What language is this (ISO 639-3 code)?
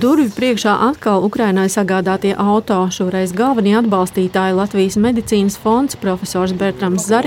lav